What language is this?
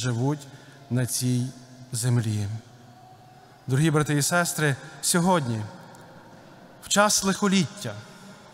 Ukrainian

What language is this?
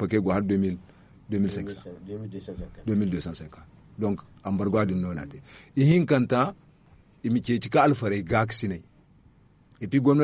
Zarma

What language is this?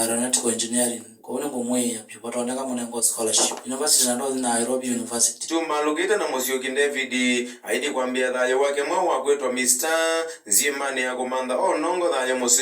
Kamba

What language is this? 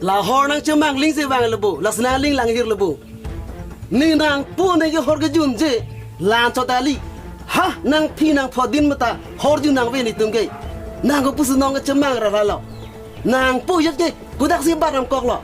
Karbi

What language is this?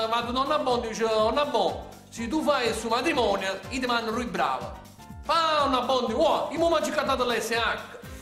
Neapolitan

